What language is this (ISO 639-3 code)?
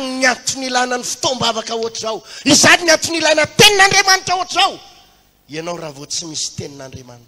mlg